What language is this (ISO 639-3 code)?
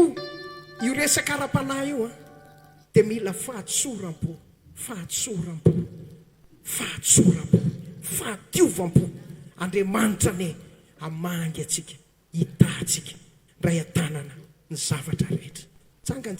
mlg